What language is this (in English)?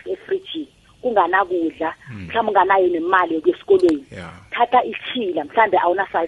South Ndebele